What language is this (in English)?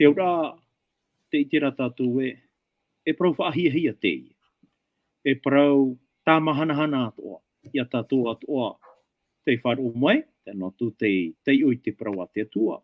Tahitian